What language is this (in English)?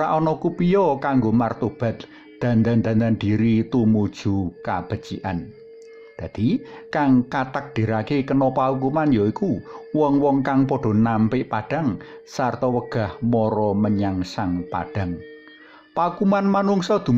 Javanese